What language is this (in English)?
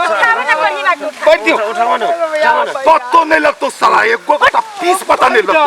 Maithili